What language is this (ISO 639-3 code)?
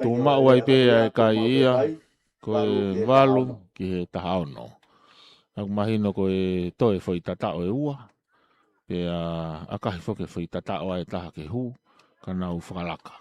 ton